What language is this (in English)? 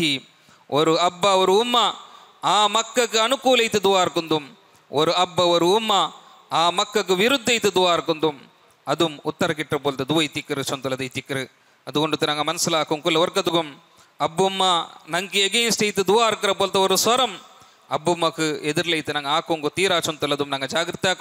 Malayalam